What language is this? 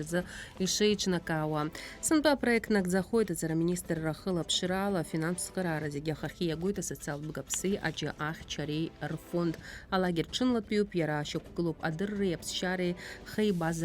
Abkhazian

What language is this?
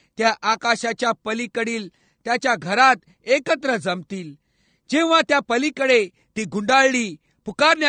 Marathi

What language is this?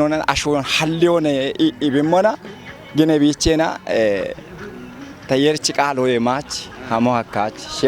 Kafa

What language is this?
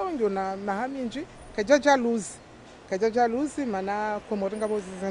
Ngazidja Comorian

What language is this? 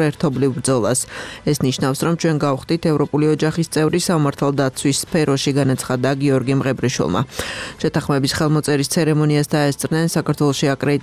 Georgian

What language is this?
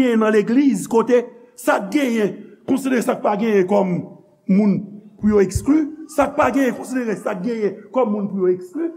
Haitian Creole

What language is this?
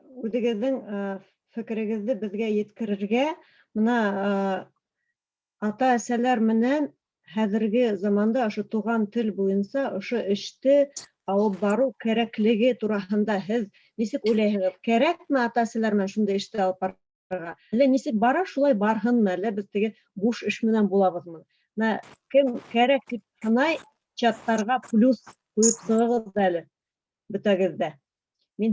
Bashkir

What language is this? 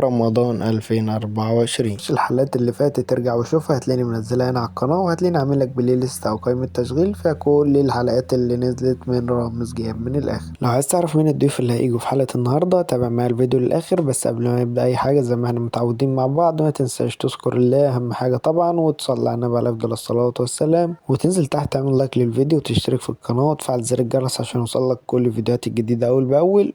Egyptian Arabic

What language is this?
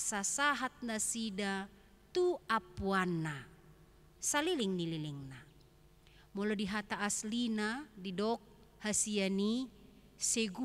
Batak Toba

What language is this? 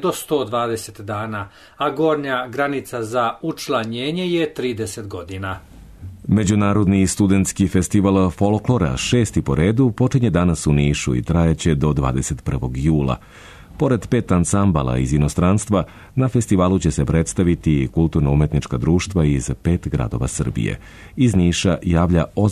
Serbian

